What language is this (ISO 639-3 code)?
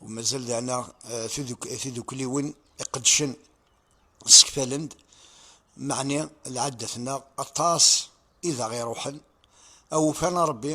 kab